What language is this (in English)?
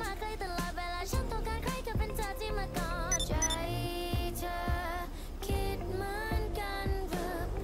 Thai